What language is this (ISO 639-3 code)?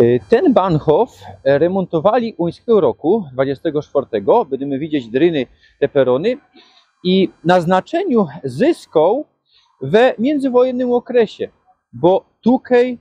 szl